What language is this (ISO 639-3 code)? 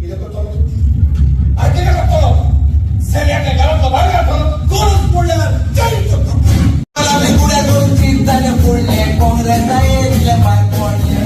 kok